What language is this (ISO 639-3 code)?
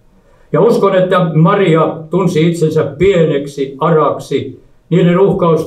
fin